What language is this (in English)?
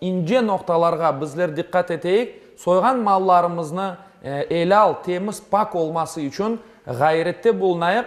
Crimean Tatar